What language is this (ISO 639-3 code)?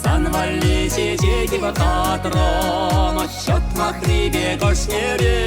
chv